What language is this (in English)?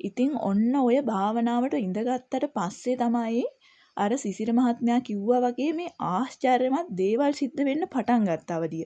Sinhala